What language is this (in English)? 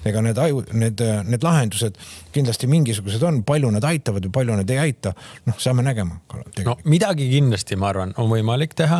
Estonian